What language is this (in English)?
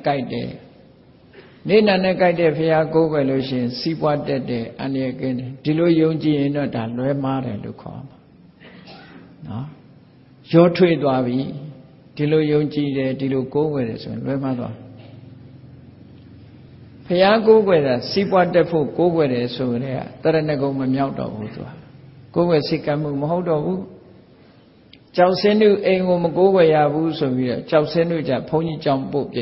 Burmese